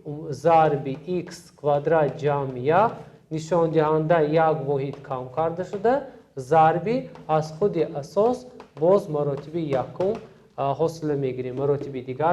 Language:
Tajik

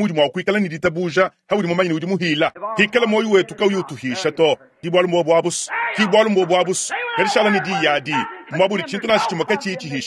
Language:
Luba-Lulua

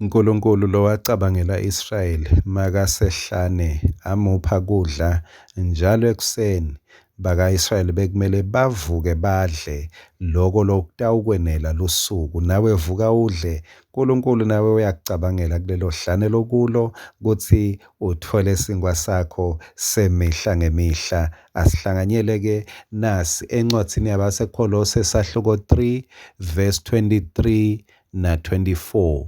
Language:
Swati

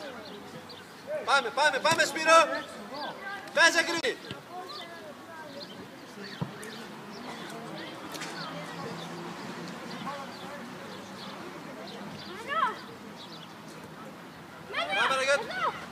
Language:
Greek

